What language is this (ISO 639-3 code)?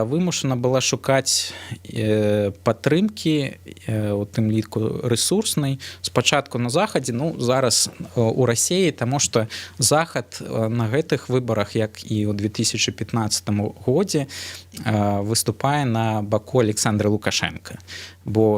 bel